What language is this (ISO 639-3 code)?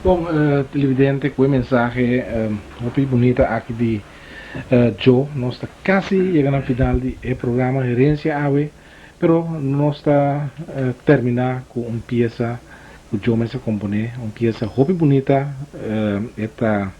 pap